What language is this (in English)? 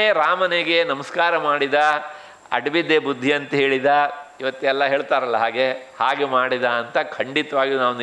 Kannada